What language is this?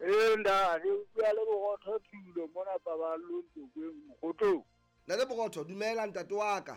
Southern Sotho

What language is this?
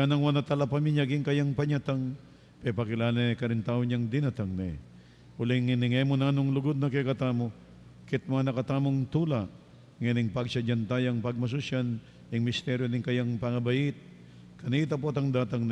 Pampanga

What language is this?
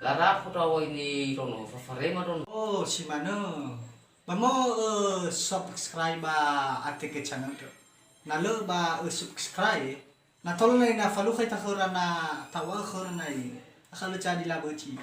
Nias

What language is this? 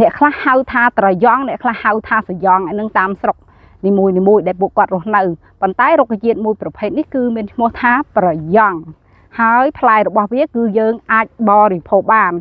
Khmer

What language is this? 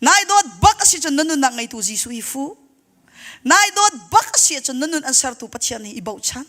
Hakha Chin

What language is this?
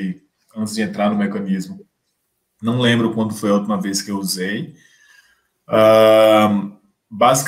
Portuguese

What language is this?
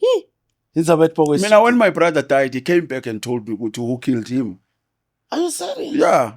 Zulu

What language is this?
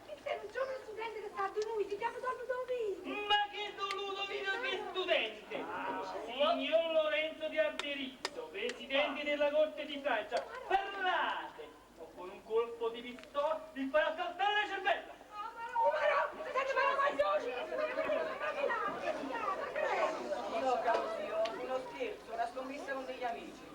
Neapolitan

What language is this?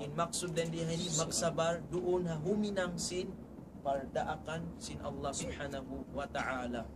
Tausug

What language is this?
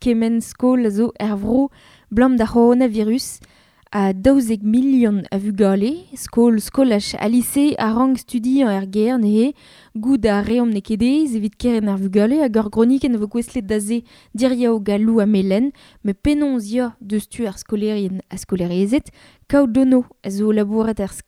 Breton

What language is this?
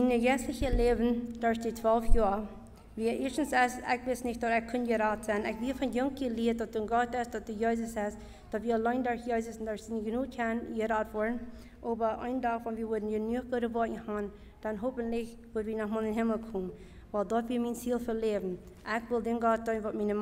Plautdietsch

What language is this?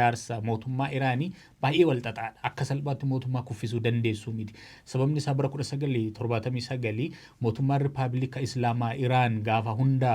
Oromo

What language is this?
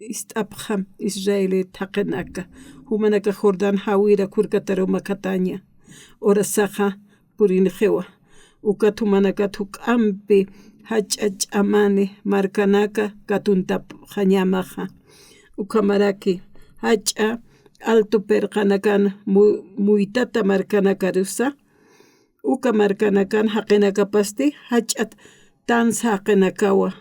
Aymara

